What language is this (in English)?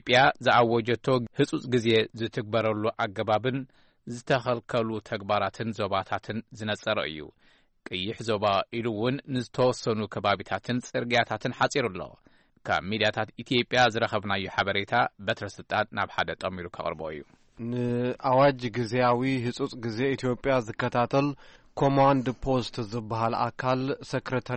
Tigrinya